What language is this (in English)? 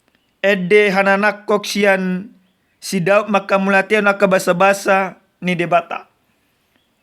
Batak Toba